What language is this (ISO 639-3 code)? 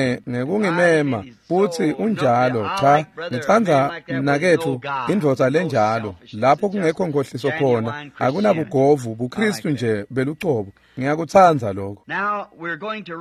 ssw